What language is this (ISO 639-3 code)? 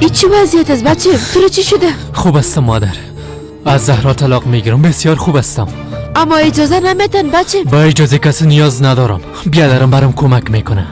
fas